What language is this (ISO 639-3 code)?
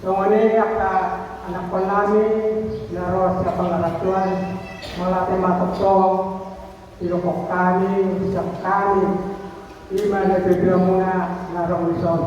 bbc